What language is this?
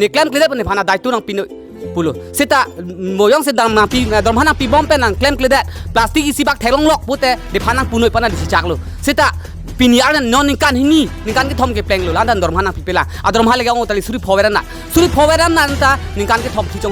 Karbi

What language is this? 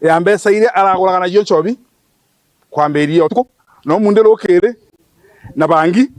Meru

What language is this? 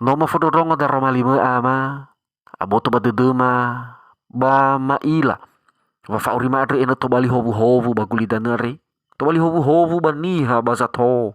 Nias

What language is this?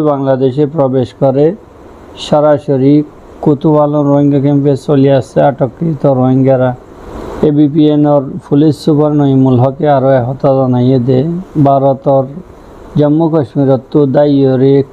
Rohingya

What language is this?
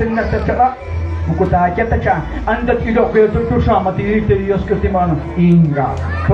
Kekchí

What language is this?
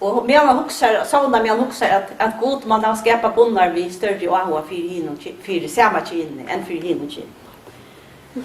Faroese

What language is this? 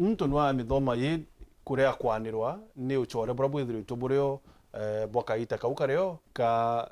Meru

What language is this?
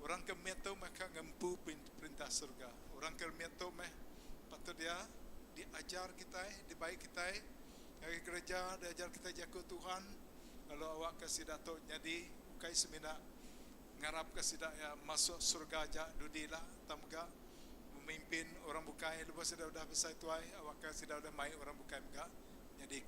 Iban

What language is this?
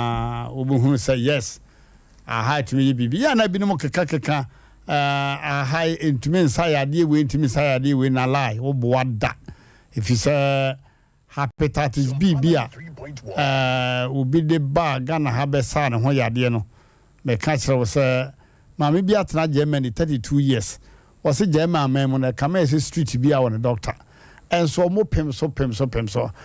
Akan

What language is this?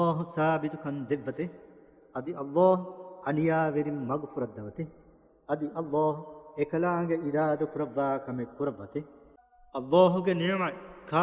Divehi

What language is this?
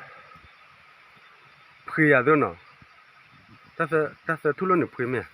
S'gaw Karen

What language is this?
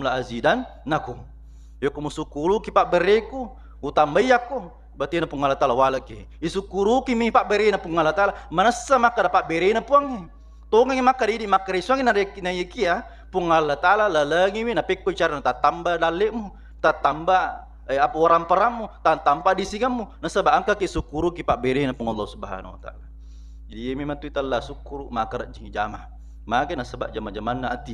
Buginese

